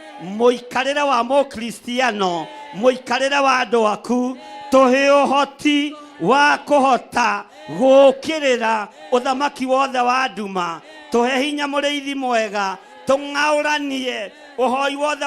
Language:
Kikuyu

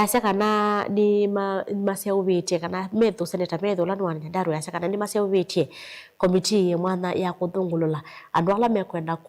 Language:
Kamba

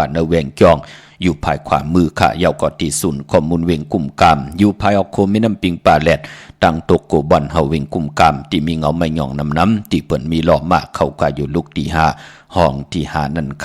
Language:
Shan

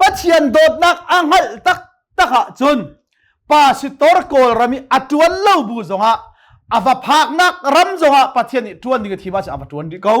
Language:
Hakha Chin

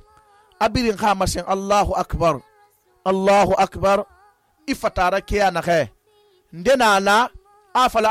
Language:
Susu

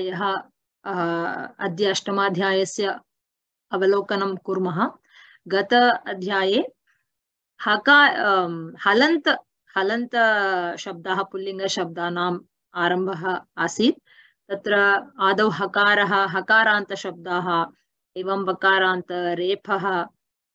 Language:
Sanskrit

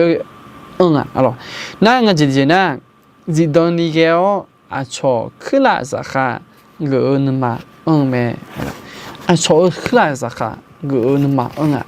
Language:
Akha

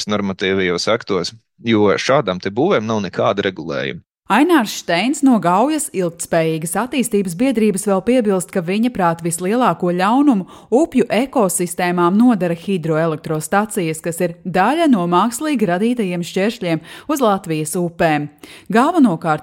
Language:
Latvian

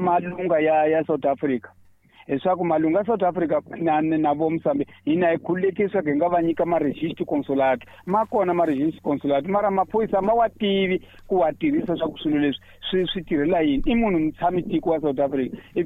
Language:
Tsonga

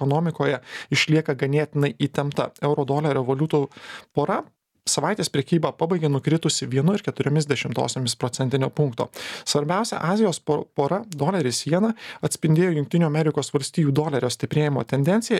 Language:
Lithuanian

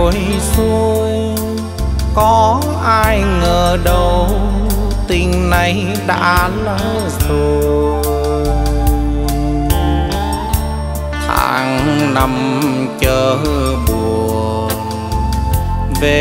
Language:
Vietnamese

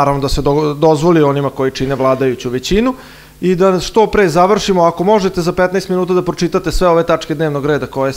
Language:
Serbian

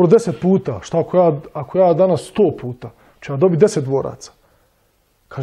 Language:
Bosnian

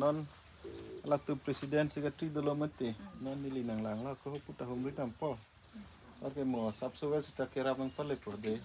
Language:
Karbi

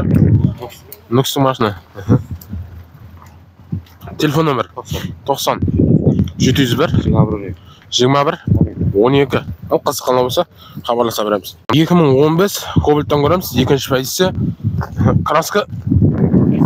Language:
Kazakh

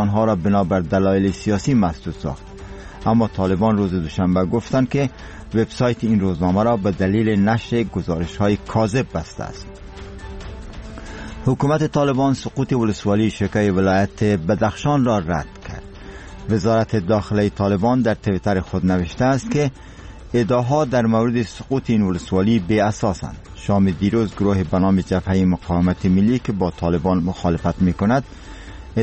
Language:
Persian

